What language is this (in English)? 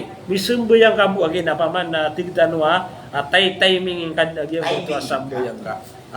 Maranao